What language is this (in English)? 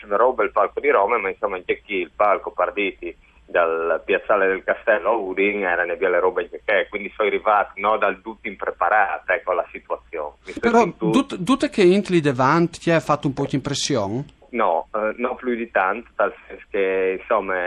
Friulian